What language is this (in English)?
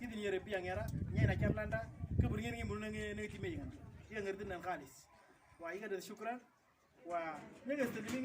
Moro